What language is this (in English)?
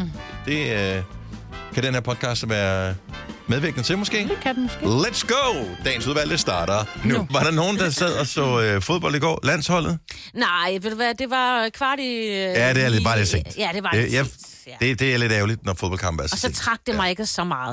Danish